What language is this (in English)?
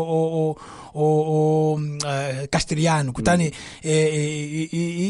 Tsonga